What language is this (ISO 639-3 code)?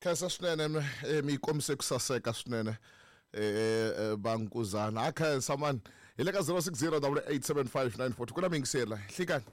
tso